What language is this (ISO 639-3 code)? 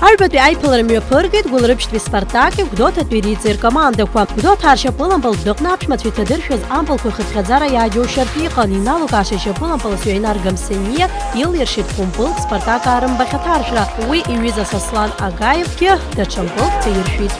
abk